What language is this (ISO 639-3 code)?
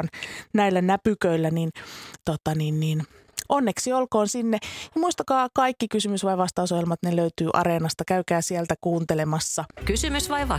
fin